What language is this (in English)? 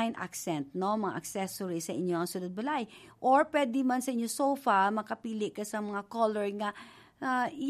Hiligaynon